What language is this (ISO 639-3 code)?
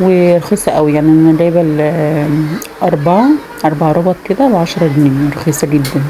arz